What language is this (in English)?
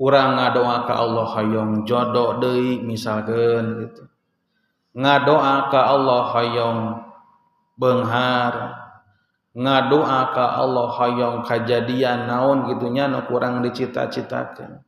Sundanese